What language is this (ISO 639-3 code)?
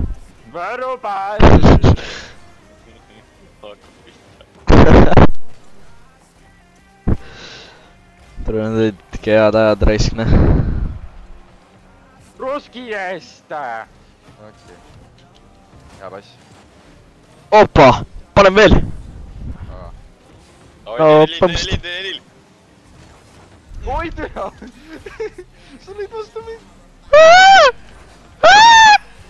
est